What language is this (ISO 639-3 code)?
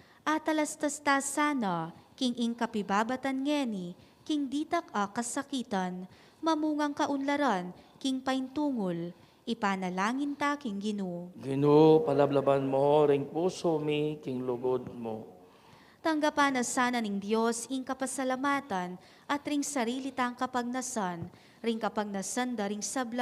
pam